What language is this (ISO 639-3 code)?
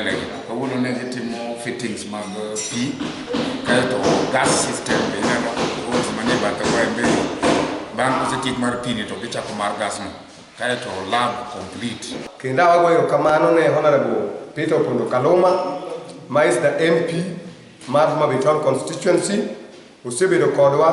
luo